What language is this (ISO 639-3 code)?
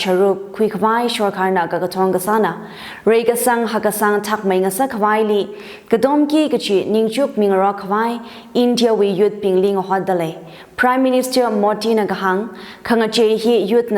nmf